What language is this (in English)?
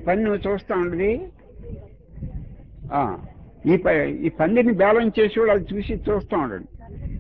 Telugu